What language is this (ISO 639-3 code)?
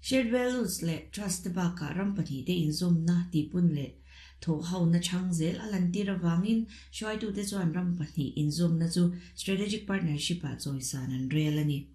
lus